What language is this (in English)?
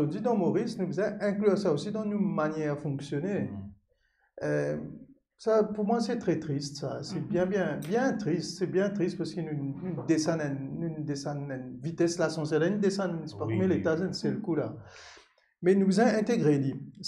Morisyen